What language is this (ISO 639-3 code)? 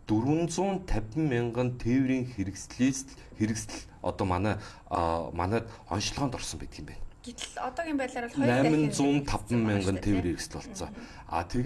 mon